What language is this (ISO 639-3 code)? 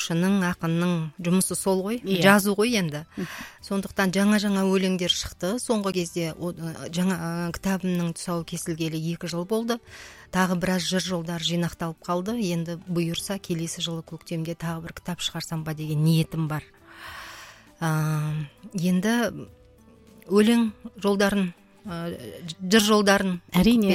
kaz